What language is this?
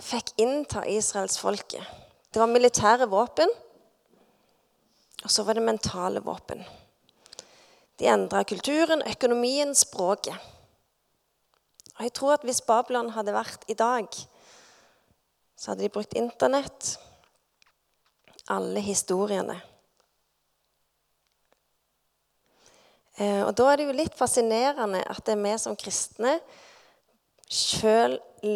Norwegian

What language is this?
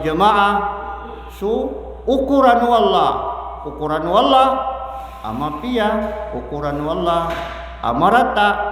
Maranao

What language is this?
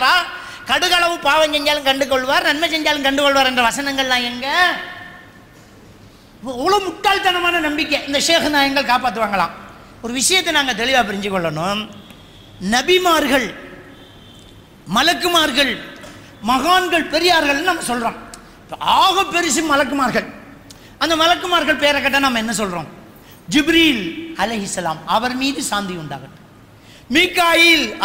Tamil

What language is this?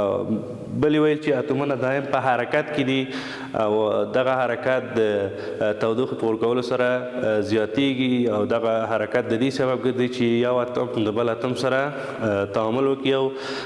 Pashto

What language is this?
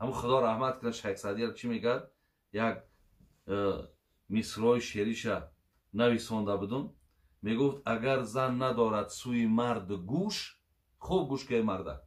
Tajik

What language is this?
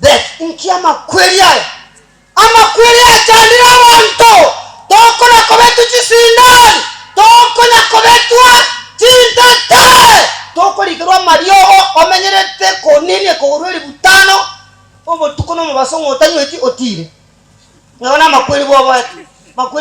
Gusii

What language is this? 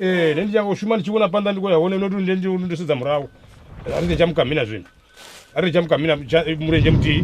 Venda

